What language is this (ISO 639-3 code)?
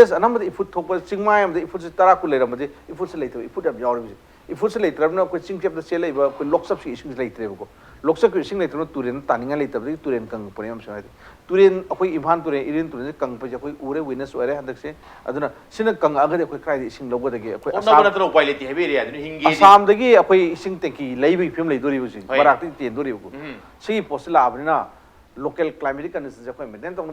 mni